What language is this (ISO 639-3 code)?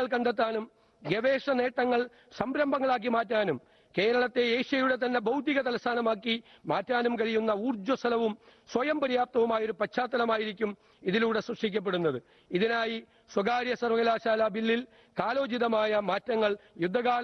mal